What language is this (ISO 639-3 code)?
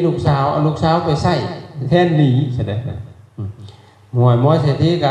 lao